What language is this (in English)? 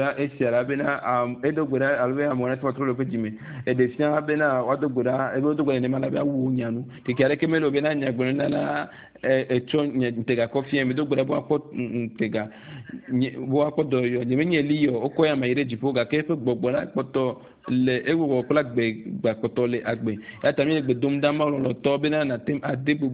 Ewe